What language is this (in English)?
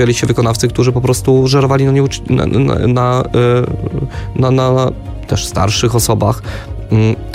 Polish